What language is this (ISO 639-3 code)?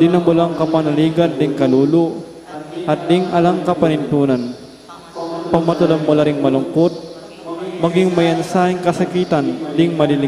pam